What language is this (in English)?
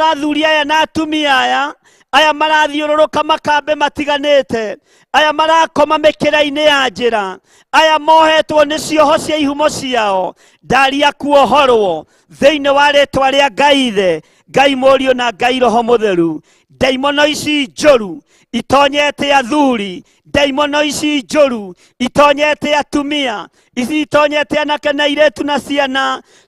Kikuyu